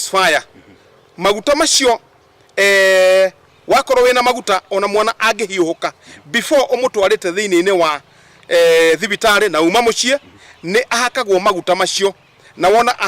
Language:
Kikuyu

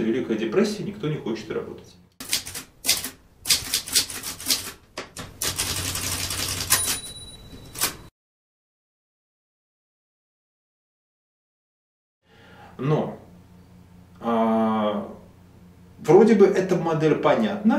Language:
Russian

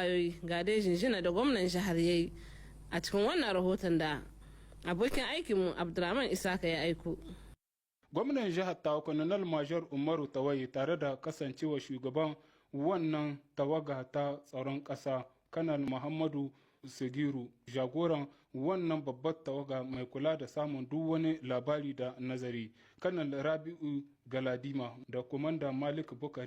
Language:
Hausa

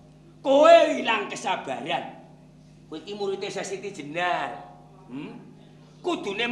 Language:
Javanese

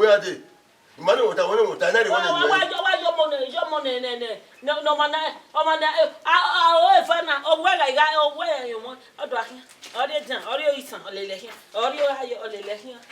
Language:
Bini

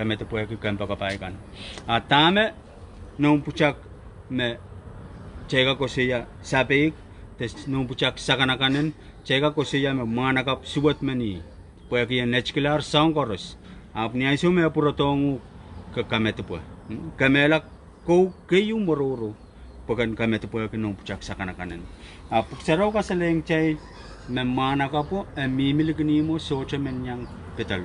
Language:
Pohnpeian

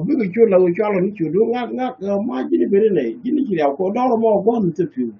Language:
Nuer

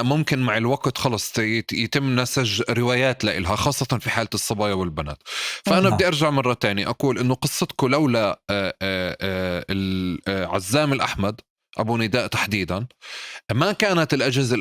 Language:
North Levantine Arabic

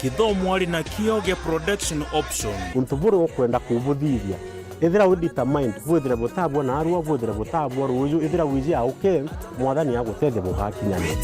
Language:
Meru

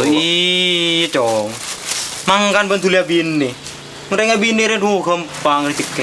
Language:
Madurese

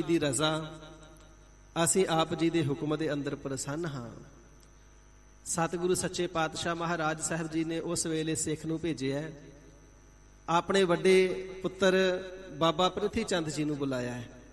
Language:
Punjabi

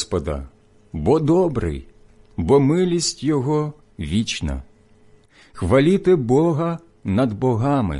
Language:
Ukrainian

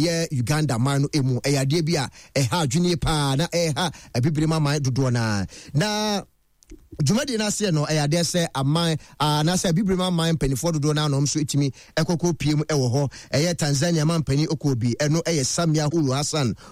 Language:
Akan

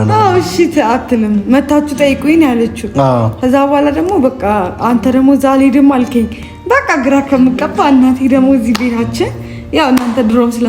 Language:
Amharic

